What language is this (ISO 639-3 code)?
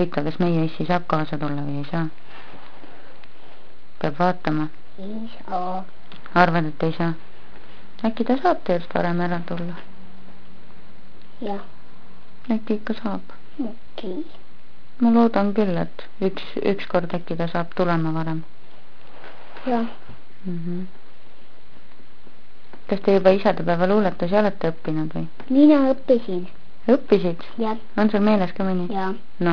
est